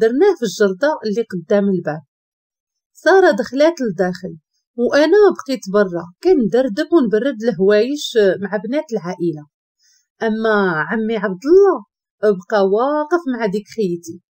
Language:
Moroccan Arabic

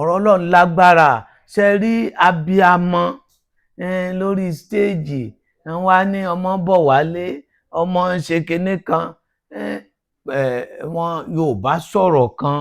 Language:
Yoruba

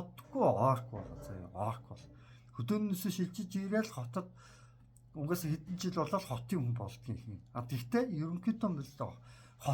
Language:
Mongolian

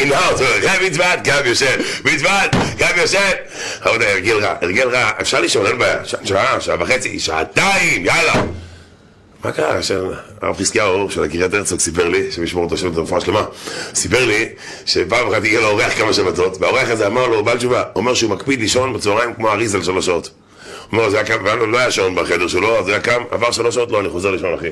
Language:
Hebrew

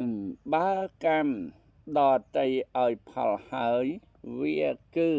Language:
Khmer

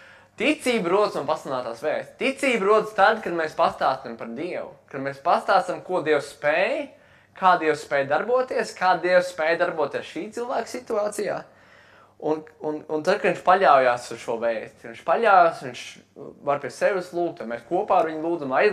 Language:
Latvian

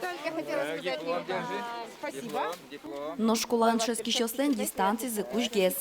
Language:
Udmurt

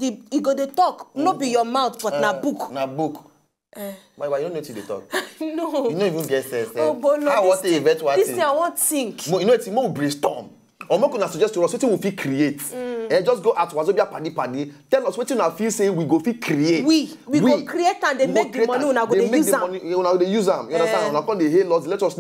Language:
Nigerian Pidgin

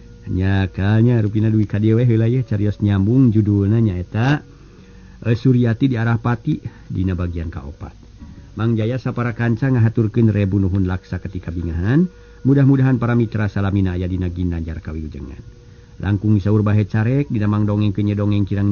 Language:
Sundanese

